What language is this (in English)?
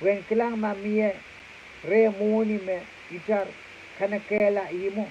Pohnpeian